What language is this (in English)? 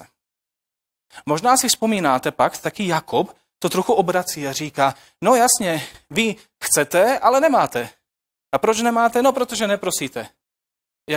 Czech